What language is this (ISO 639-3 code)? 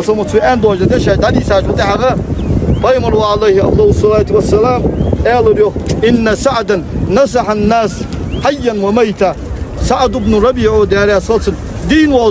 inh